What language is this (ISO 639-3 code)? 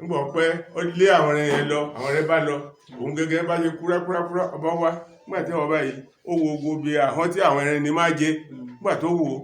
yor